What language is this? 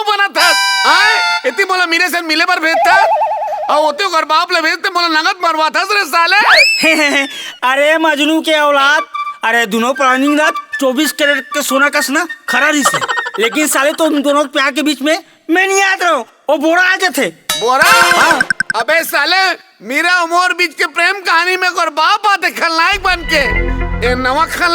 Chhattisgarhi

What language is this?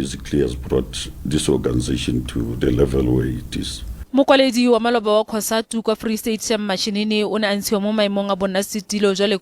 Tswana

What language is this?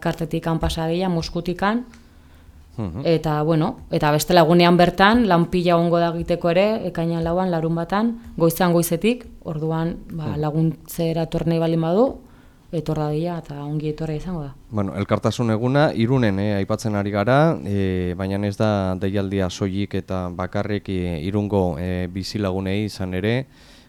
Basque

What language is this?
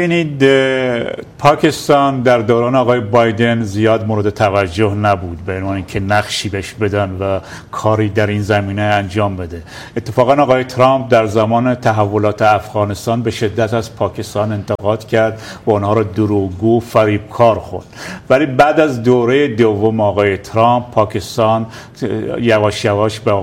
Persian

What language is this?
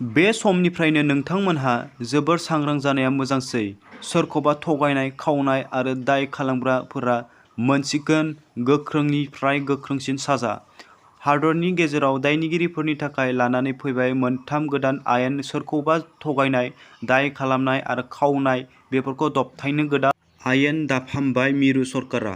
Bodo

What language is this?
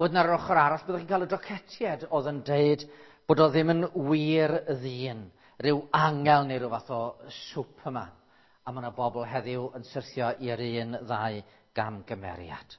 Welsh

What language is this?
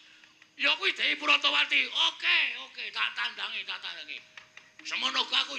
Javanese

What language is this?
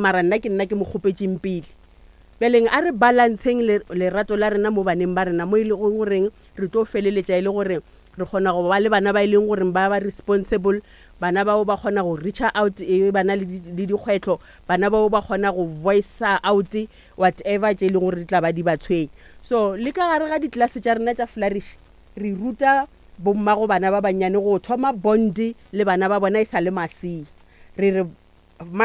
Northern Sotho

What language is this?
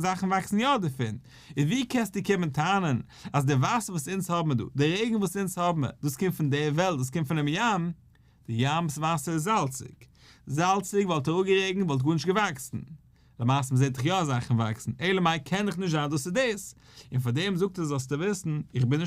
Yiddish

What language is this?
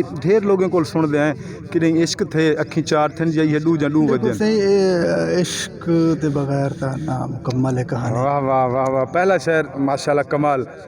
Saraiki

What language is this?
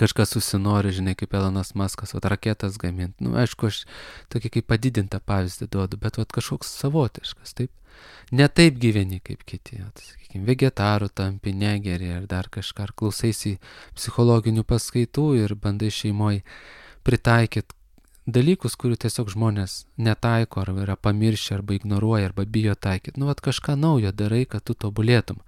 Lithuanian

